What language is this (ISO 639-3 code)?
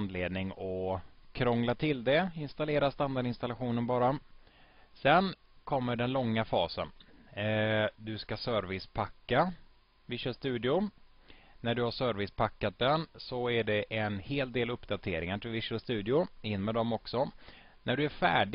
swe